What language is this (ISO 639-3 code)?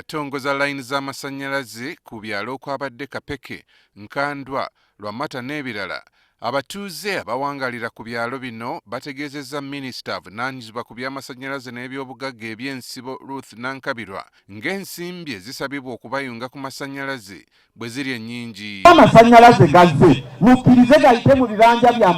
lug